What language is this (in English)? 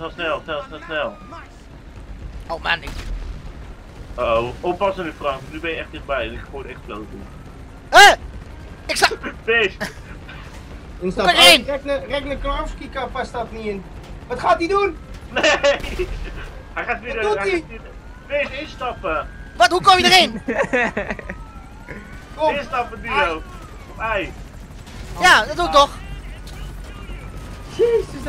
Dutch